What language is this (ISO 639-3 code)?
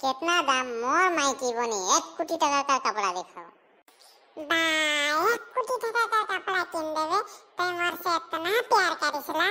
sck